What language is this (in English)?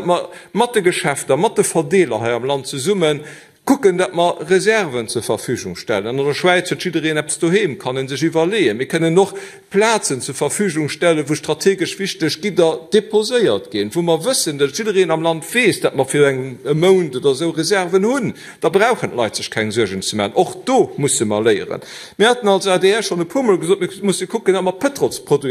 Luxembourgish